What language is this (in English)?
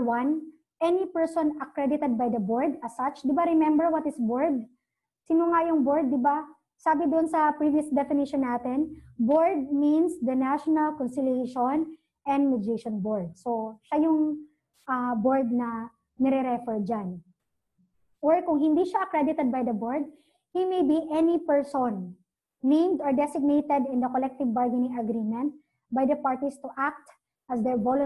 Filipino